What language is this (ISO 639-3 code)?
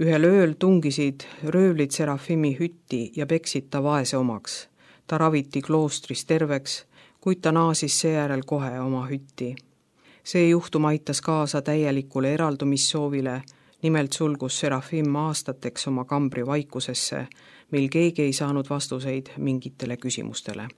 est